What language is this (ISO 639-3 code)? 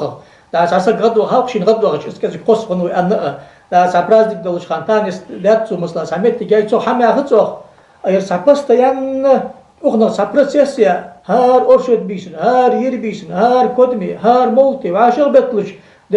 inh